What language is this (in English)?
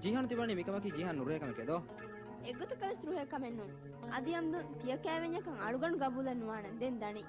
Divehi